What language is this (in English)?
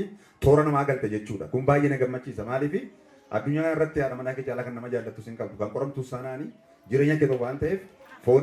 Oromo